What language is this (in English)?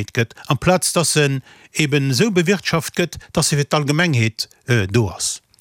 Luxembourgish